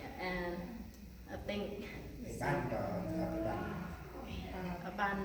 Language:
Central Mnong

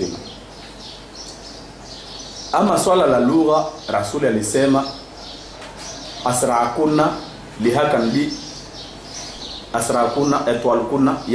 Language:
Swahili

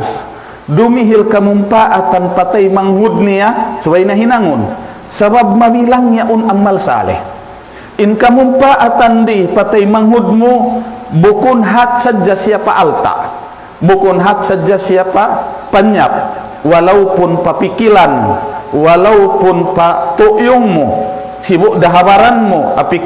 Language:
Tausug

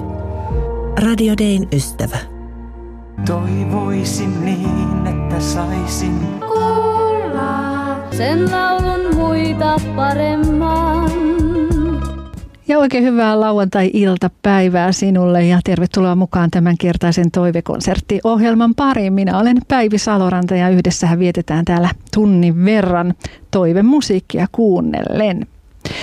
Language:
Finnish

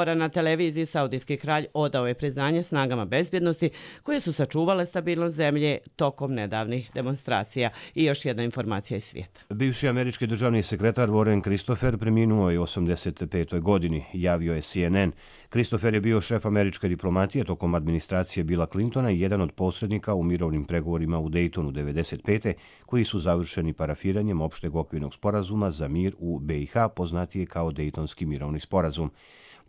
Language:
Croatian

